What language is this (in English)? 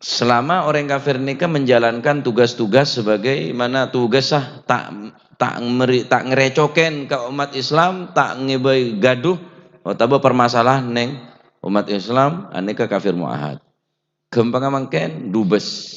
Madurese